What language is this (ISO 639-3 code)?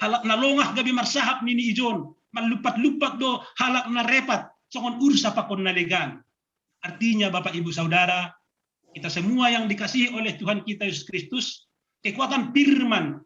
bts